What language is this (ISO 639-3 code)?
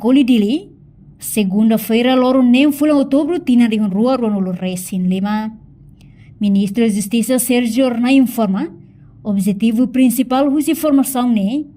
tet